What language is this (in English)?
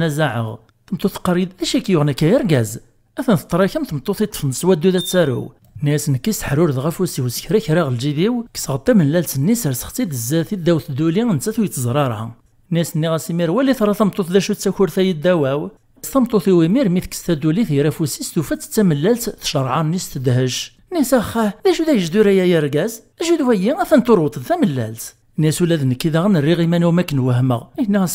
Kabyle